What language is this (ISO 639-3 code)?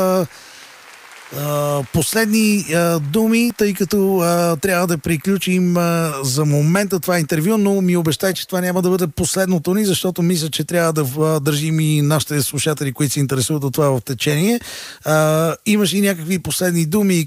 bul